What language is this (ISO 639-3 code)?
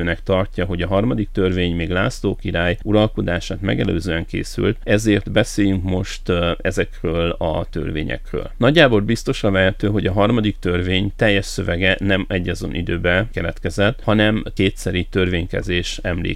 hun